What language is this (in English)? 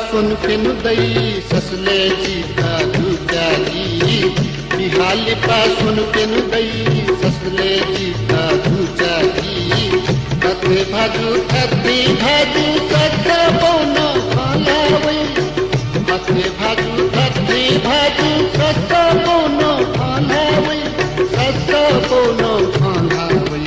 Newari